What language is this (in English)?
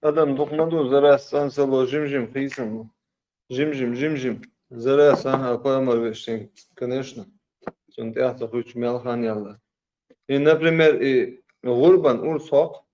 Chechen